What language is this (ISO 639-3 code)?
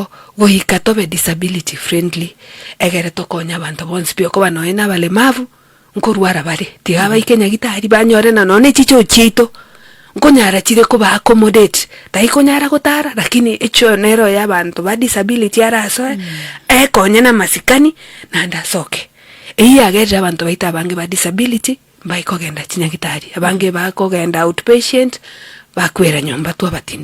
guz